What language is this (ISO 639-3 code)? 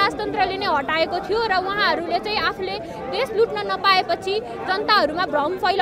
nep